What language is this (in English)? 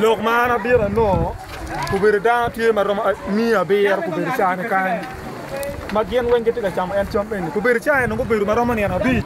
Acoli